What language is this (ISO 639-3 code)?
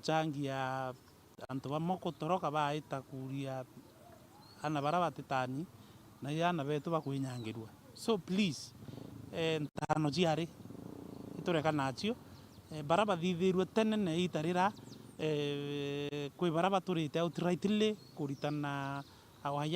mer